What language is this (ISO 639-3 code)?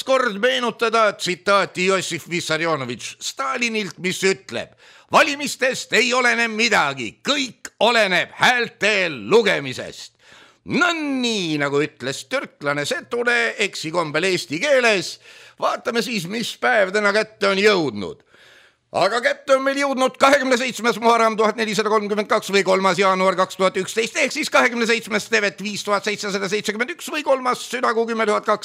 est